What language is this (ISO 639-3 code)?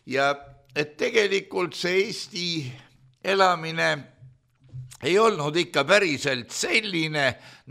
est